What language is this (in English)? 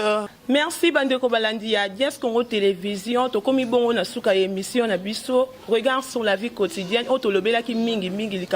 Lingala